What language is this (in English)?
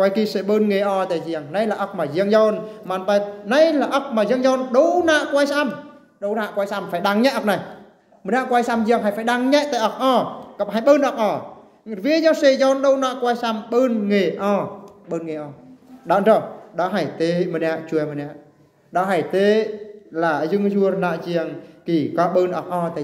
Eastern Bru